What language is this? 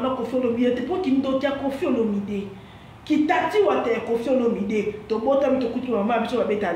Lingala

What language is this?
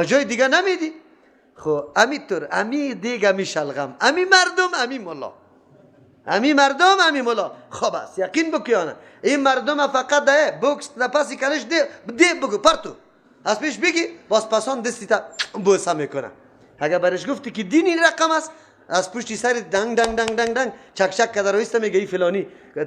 Persian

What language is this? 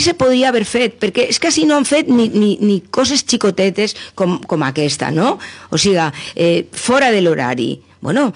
Catalan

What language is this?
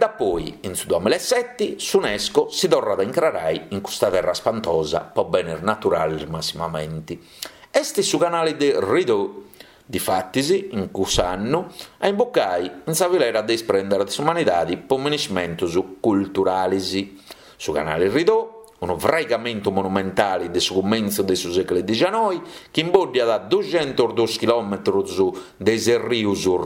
Sardinian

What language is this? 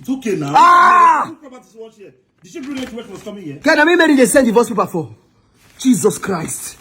Nigerian Pidgin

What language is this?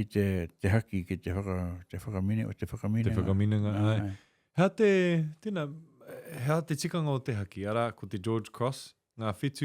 Māori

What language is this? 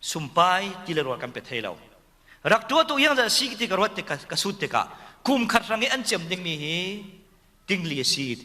Falam Chin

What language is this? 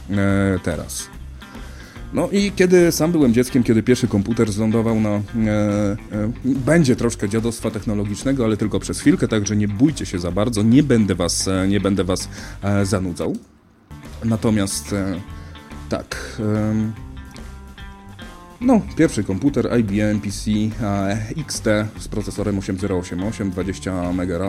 Polish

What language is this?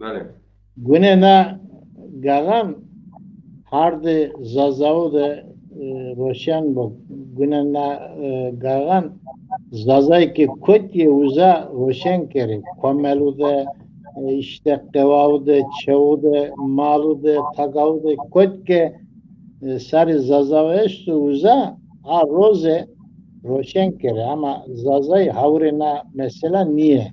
Zaza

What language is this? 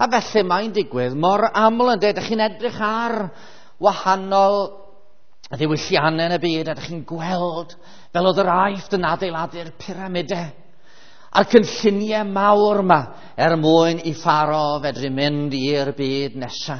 Welsh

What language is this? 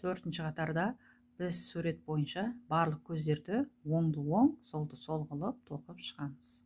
Kazakh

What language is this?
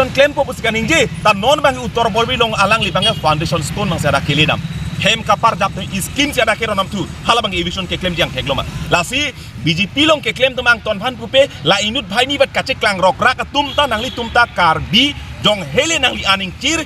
Karbi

